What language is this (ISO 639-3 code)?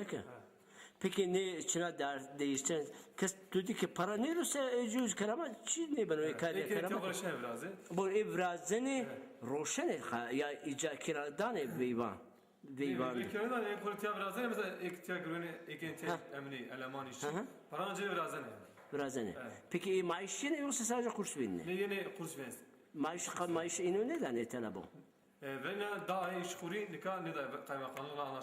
zza